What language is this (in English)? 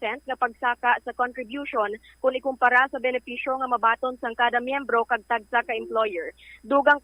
Hiligaynon